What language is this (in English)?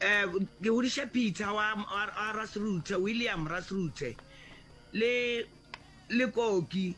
Northern Sotho